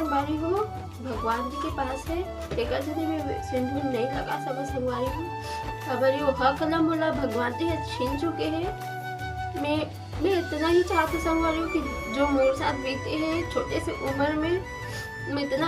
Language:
Chhattisgarhi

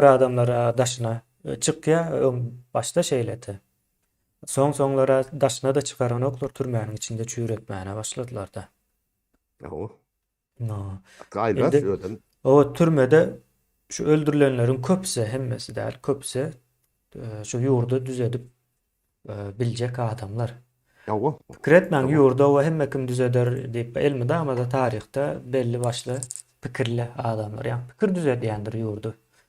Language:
Turkmen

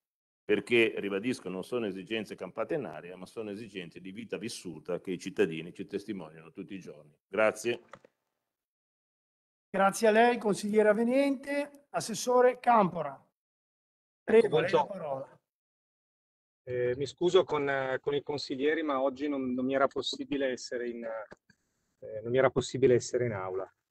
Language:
Italian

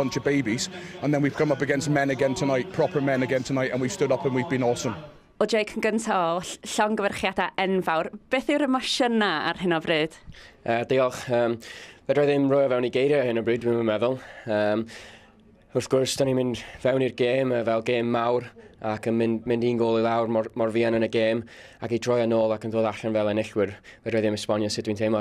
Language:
Welsh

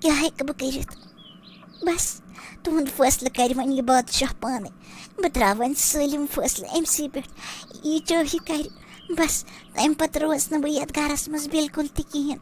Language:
Kashmiri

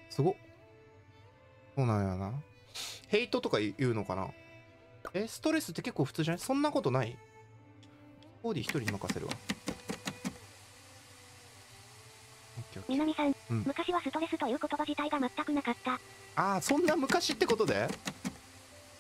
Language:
Japanese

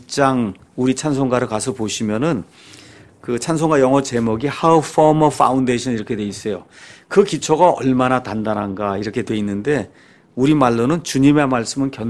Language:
Korean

